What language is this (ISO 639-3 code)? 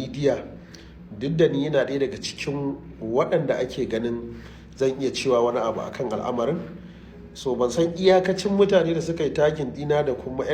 hau